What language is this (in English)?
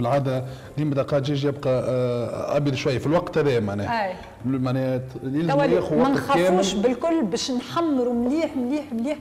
Tunisian Arabic